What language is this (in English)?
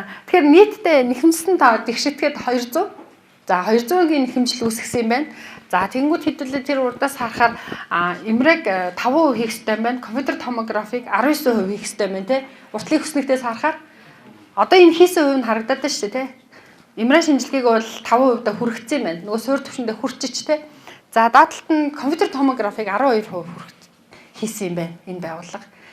Mongolian